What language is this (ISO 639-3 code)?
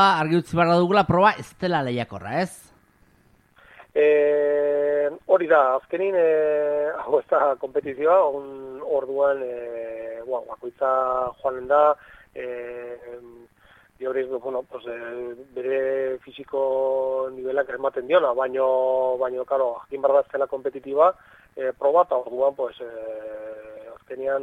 eus